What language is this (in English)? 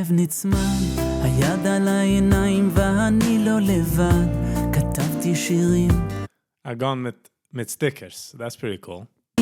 Yiddish